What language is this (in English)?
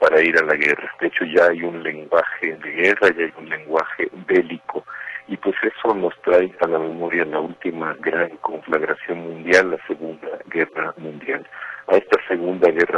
Spanish